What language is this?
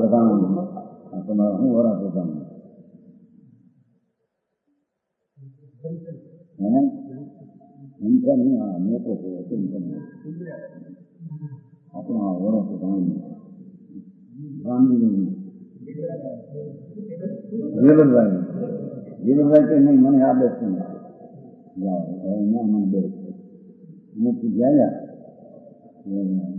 Gujarati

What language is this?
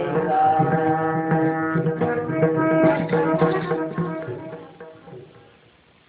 Telugu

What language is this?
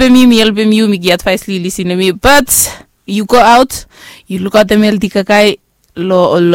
Bislama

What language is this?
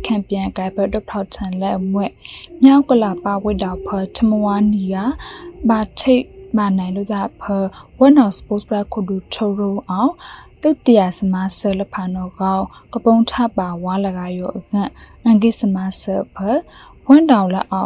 Burmese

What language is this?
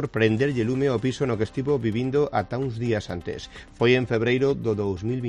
Galician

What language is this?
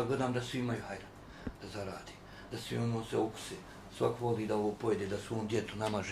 Bosnian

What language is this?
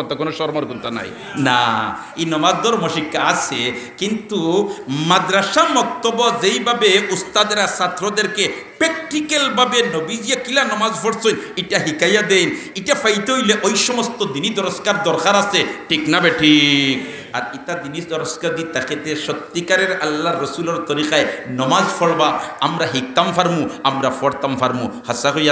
Sylheti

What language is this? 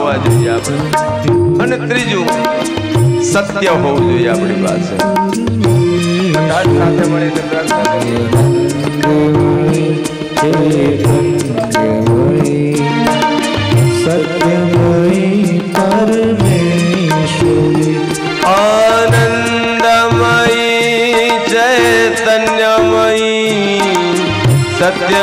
Gujarati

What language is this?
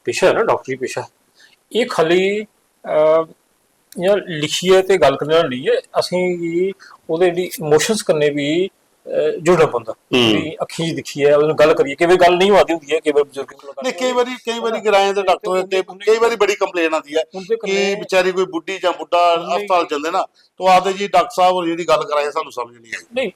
Dogri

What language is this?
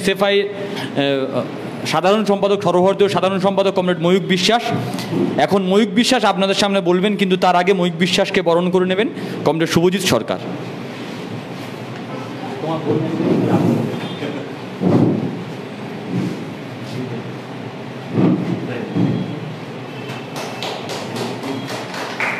Bangla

